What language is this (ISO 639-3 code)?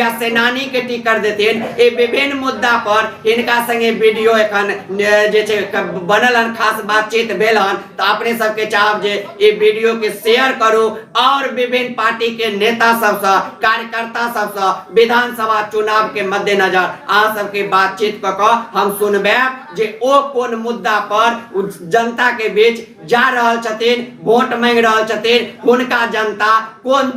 mai